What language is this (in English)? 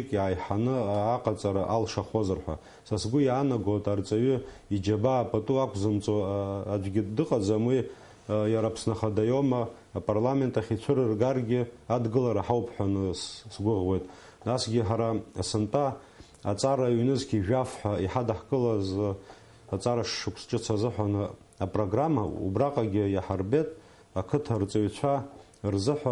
Abkhazian